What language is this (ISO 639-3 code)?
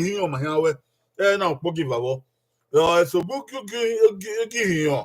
bin